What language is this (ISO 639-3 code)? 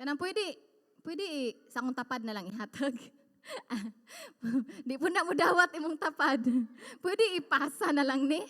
ceb